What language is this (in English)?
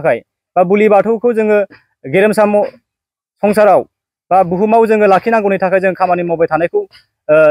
Bodo